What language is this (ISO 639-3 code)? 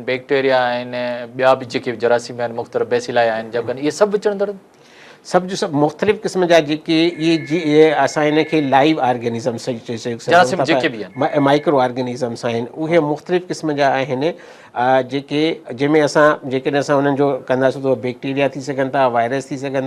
snd